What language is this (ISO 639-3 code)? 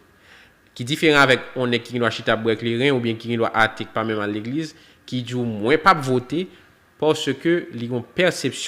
hat